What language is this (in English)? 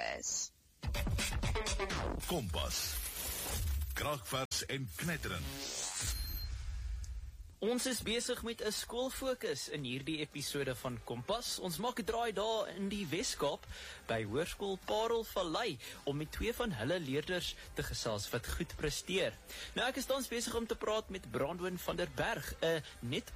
Afrikaans